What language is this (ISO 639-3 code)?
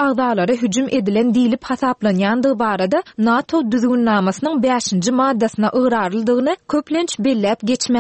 tuk